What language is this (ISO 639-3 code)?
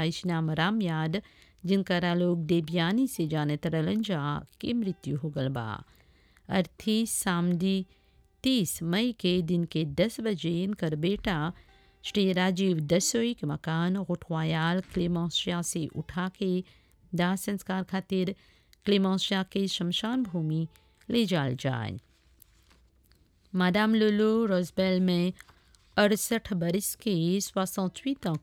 bho